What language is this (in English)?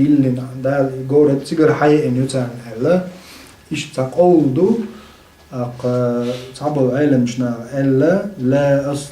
Chechen